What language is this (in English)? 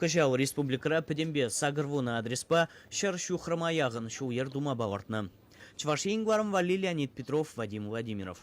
Chuvash